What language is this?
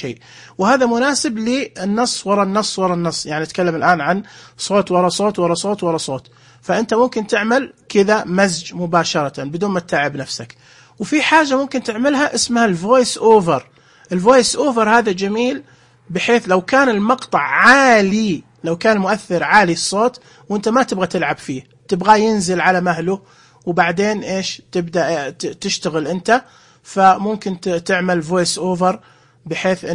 Najdi Arabic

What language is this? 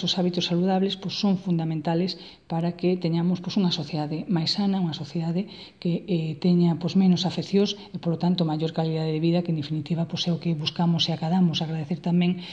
Galician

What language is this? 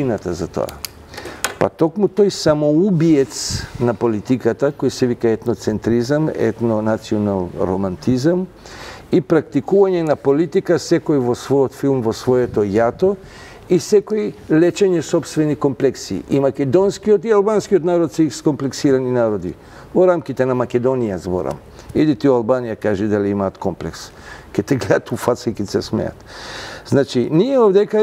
Macedonian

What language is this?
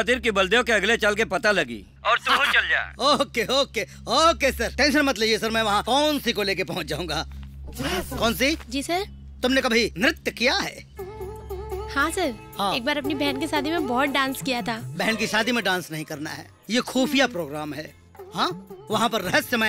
Bhojpuri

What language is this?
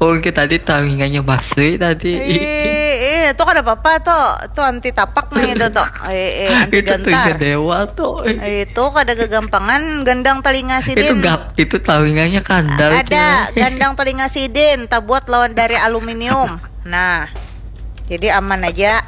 Banjar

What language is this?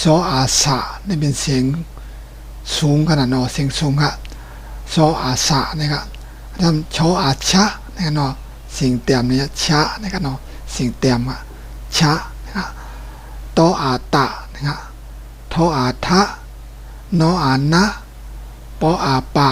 Shan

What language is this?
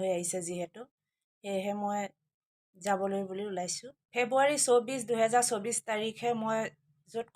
Assamese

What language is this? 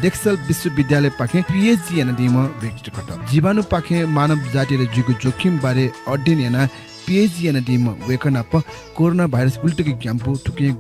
Newari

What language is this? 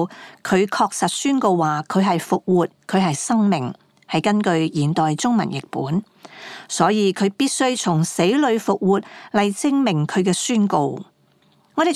Cantonese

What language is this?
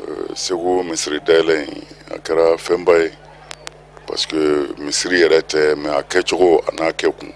Bambara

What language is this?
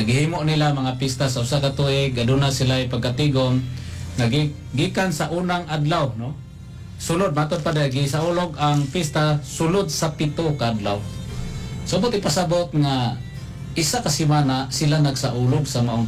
Cebuano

